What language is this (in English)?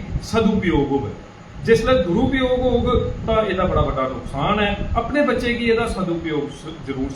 Dogri